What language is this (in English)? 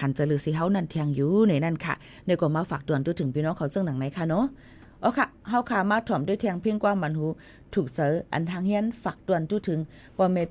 Shan